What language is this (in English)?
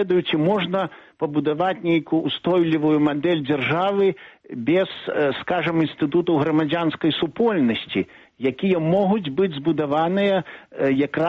Belarusian